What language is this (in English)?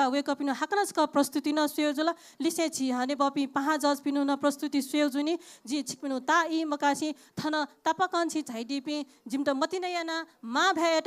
Newari